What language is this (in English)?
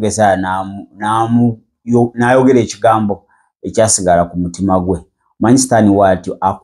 Ganda